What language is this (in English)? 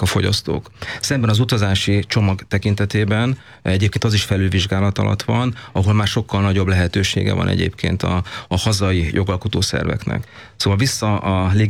Hungarian